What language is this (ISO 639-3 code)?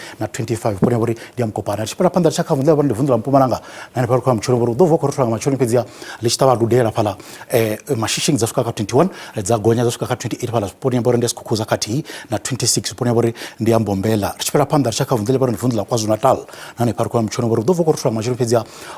ven